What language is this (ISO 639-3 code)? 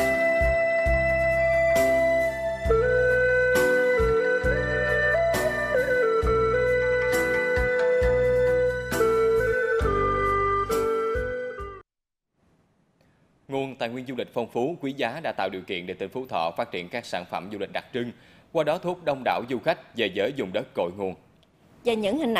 vie